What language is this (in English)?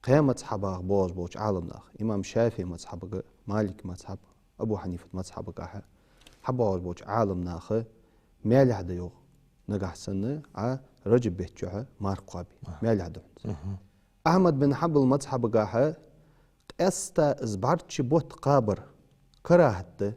Ingush